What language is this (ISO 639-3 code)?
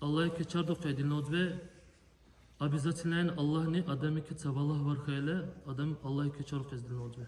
dar